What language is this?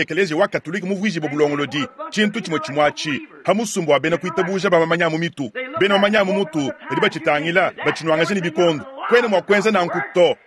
Luba-Lulua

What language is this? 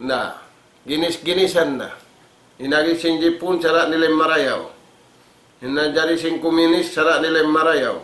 Tausug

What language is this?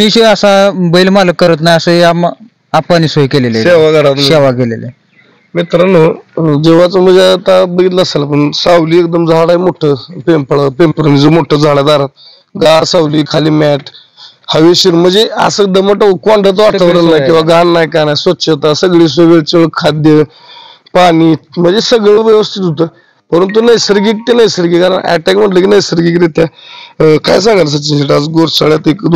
Marathi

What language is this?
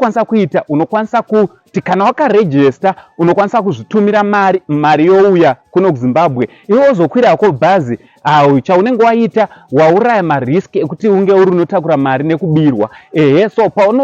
Shona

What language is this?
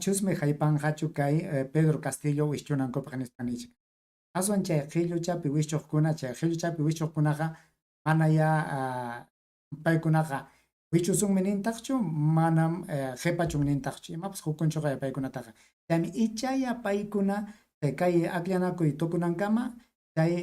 Ayacucho Quechua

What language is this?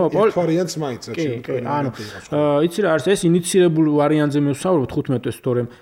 Georgian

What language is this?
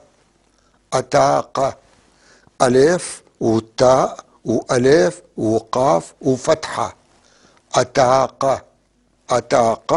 North Levantine Arabic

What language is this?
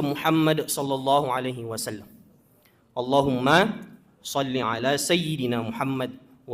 Buginese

